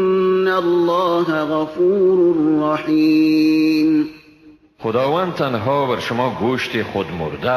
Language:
Persian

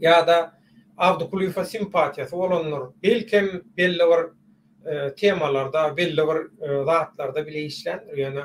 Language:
Turkmen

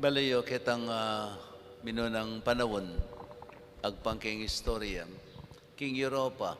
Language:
Pampanga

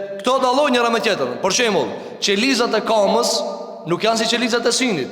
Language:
Albanian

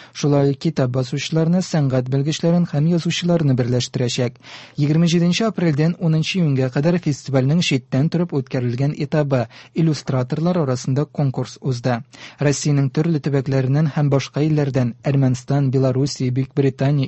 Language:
Tatar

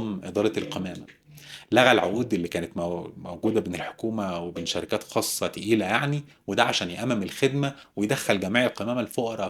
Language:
Egyptian Arabic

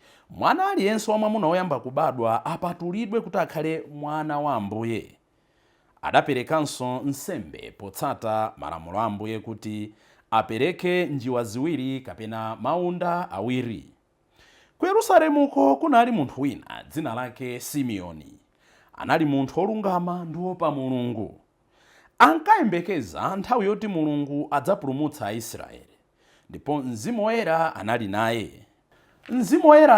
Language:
Nyanja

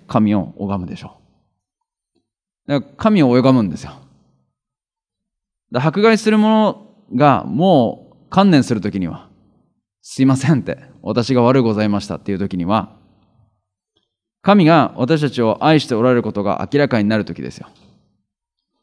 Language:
Japanese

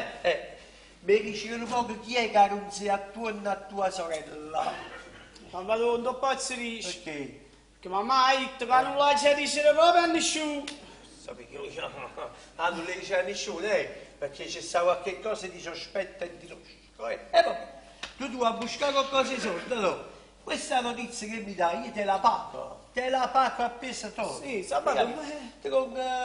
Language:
Neapolitan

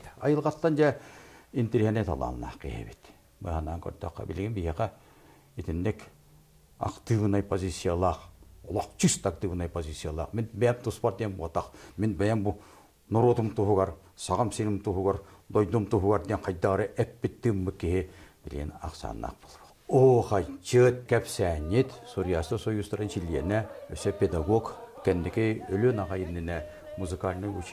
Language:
Yakut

